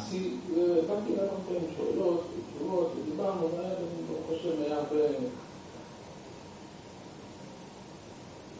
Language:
Hebrew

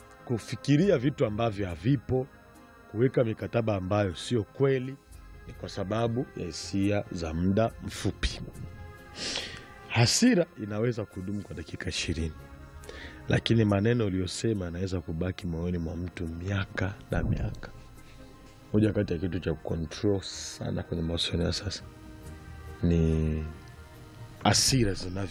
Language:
Swahili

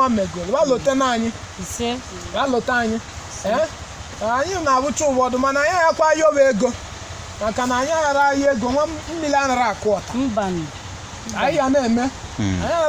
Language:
Igbo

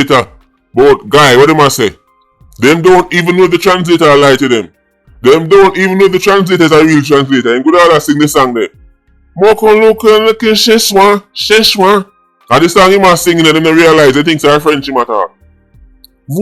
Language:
Jamaican Creole English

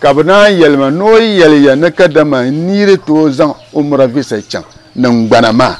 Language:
Dagbani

